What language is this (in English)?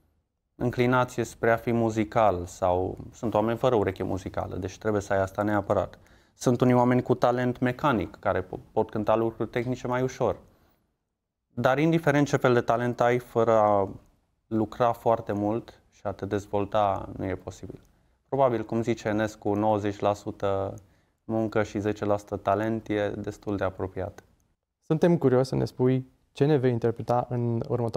Romanian